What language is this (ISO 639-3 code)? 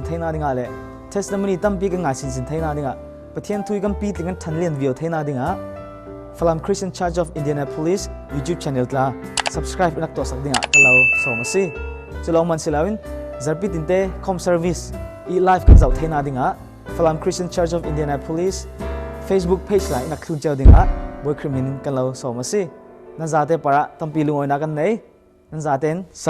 cfm